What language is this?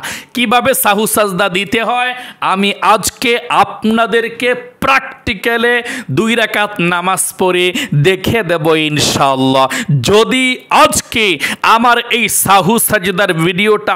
Bangla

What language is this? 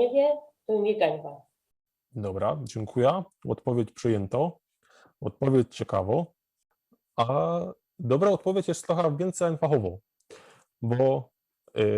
Silesian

